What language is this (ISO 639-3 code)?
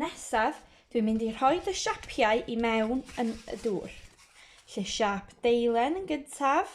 cym